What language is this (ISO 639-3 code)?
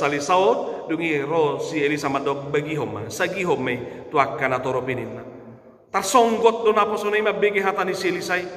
bbc